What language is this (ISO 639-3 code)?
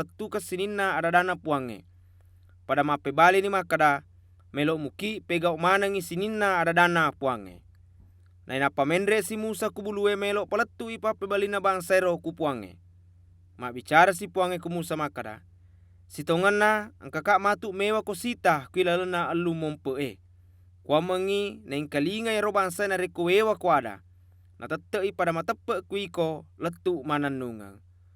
bug